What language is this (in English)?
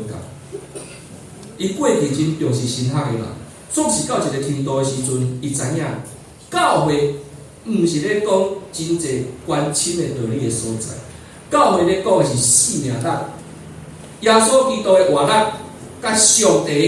Min Nan Chinese